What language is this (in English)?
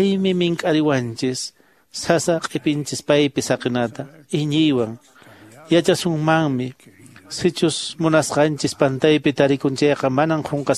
Quechua